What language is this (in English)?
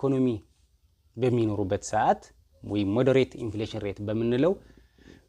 Amharic